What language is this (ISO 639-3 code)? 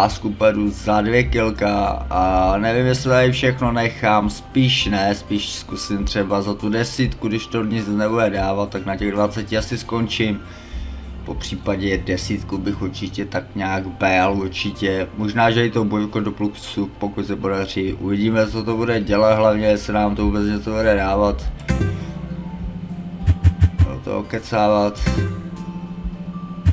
ces